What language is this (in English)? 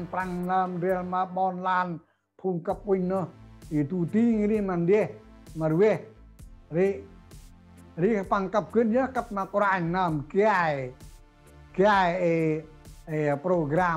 Central Mnong